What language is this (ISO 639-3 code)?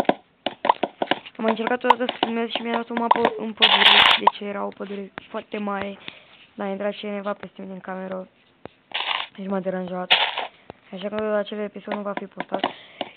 ron